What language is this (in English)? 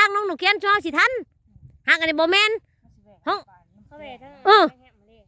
Northeastern Thai